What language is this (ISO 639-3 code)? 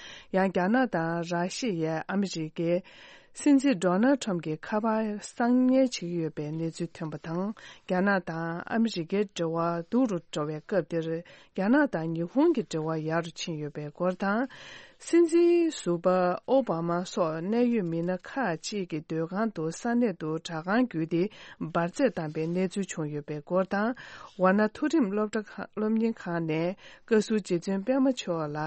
bod